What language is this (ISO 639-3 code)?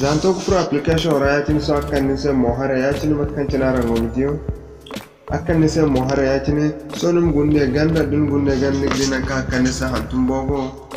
dje